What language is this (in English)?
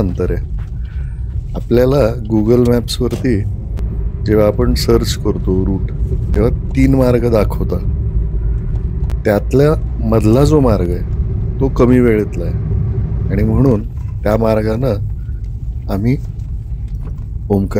Marathi